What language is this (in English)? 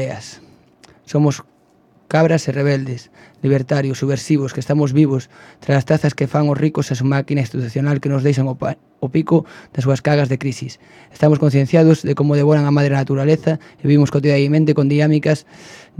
Galician